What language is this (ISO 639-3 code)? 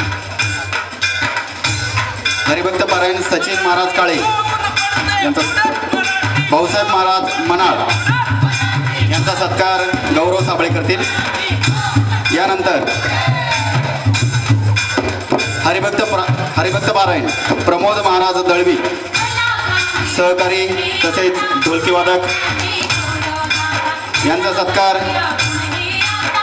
mar